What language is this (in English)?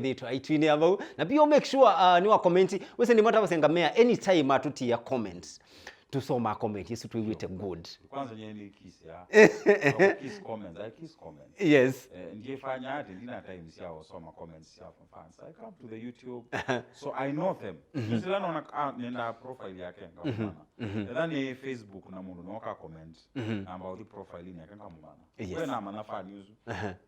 Kamba